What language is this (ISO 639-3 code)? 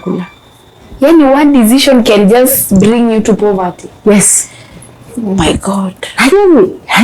mas